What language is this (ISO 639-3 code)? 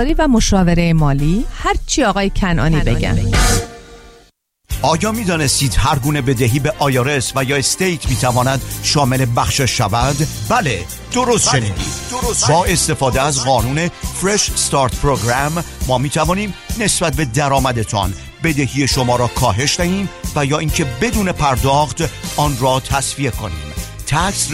fas